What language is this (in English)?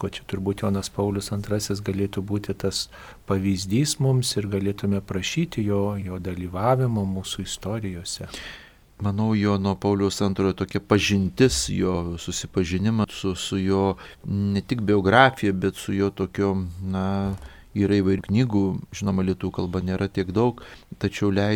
Lithuanian